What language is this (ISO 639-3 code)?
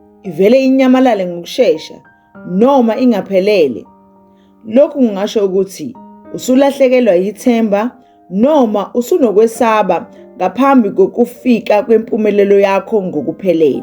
zul